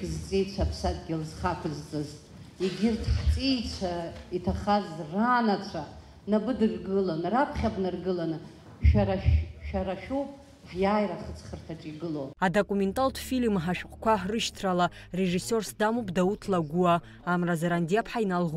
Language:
Abkhazian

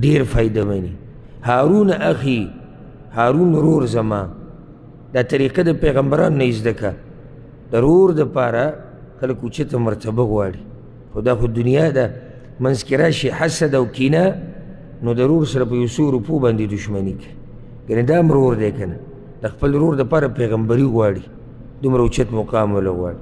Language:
Pashto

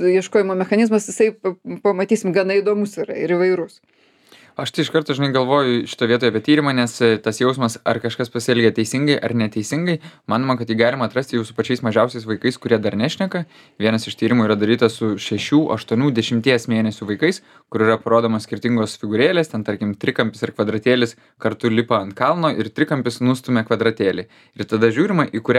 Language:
Lithuanian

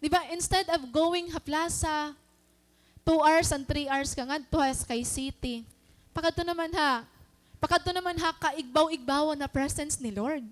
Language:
Waray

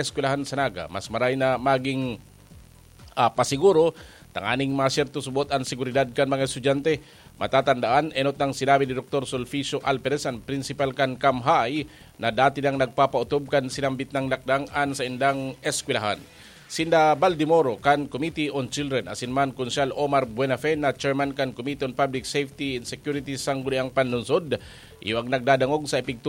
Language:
Bikol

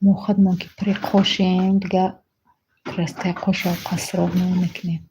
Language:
Tajik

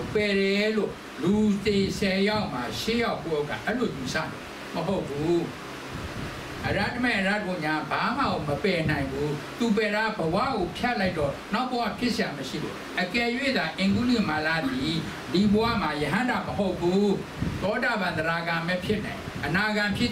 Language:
Burmese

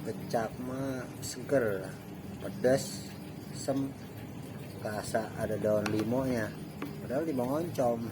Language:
Betawi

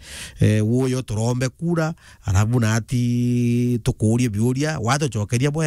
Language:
Meru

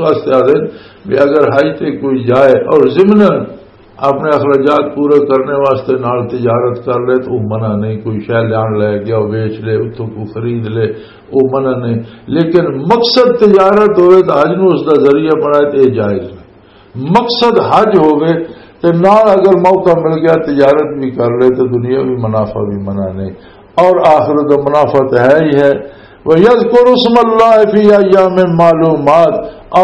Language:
Western Panjabi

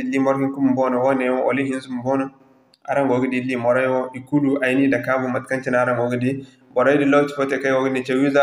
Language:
Zarma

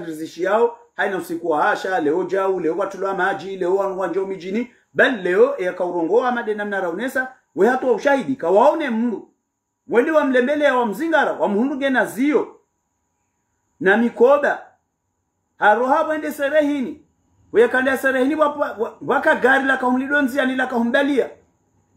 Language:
Swahili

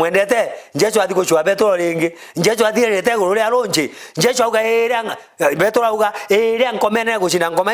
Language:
Meru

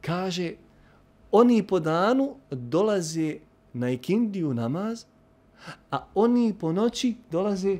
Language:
Bosnian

